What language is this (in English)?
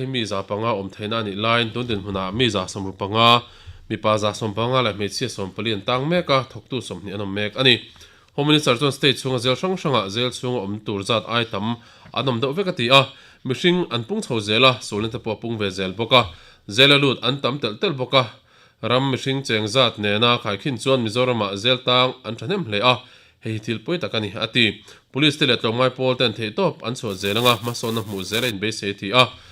Mizo